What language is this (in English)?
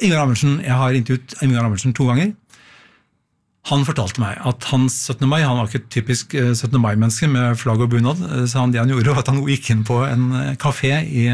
Norwegian